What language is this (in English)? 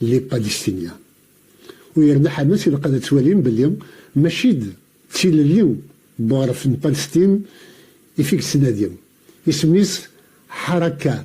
Kabyle